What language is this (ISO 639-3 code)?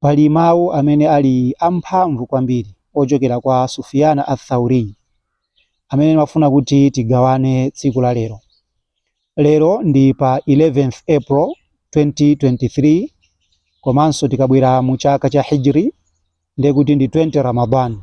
nya